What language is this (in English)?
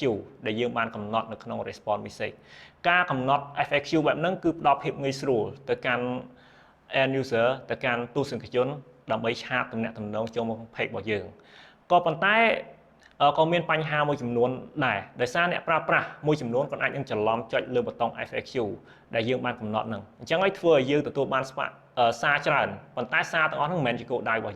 Khmer